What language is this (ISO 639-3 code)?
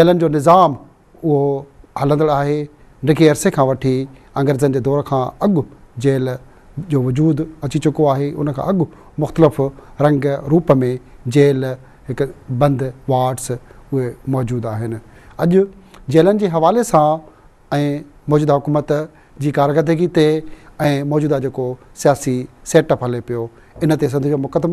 snd